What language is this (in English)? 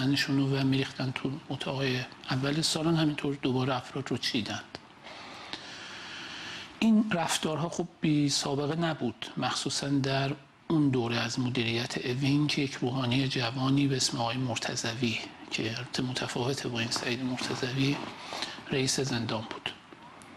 Persian